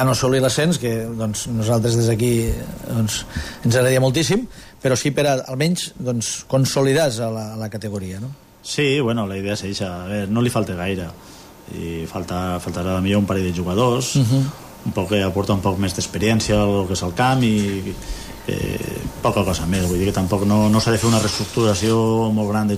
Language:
Catalan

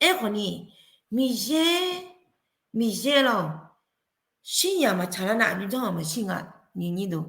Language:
Akha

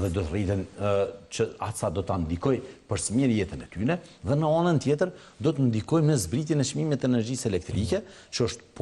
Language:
Albanian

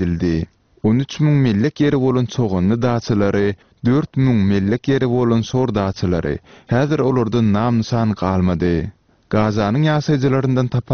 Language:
Turkmen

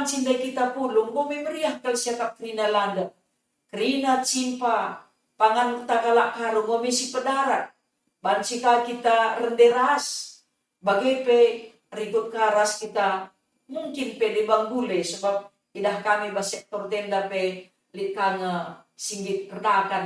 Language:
Batak Karo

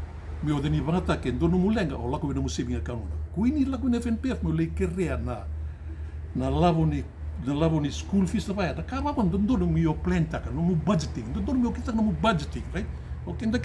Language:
Fijian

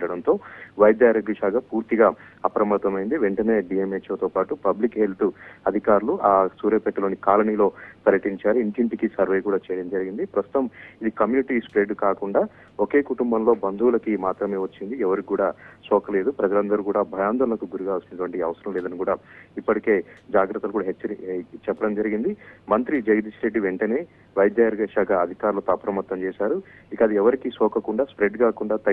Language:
Telugu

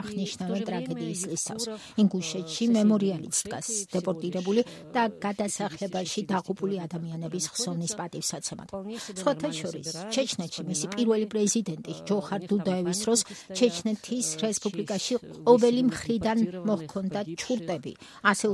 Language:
Georgian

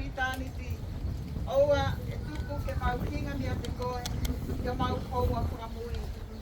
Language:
Tongan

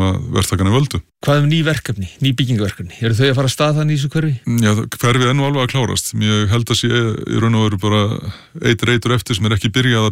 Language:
Icelandic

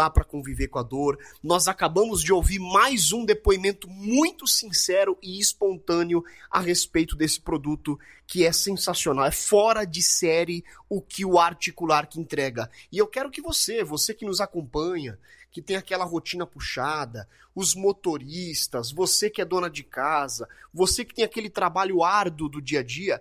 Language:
Portuguese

